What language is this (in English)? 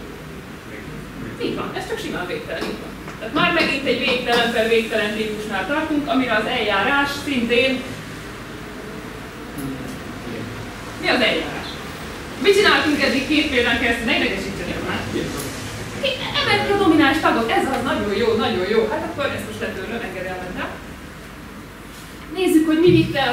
Hungarian